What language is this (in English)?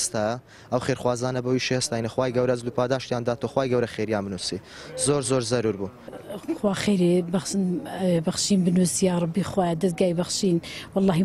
Central Kurdish